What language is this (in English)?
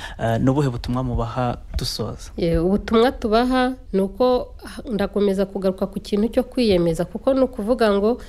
Kinyarwanda